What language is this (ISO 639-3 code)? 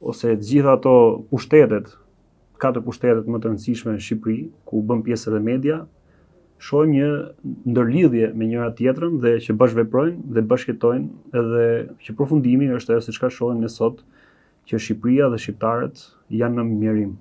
sqi